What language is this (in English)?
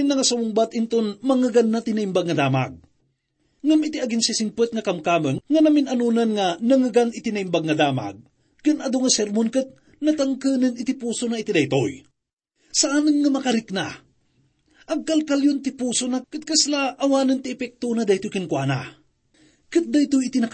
Iloko